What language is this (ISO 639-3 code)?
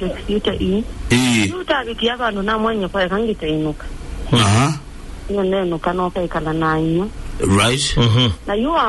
kam